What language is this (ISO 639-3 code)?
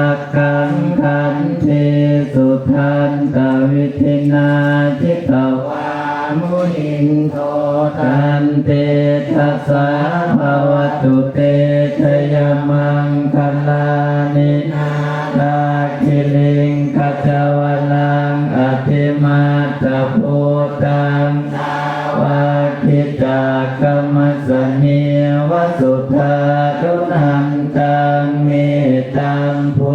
pli